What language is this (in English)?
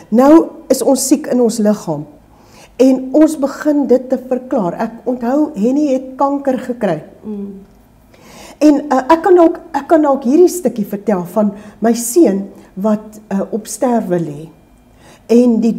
Afrikaans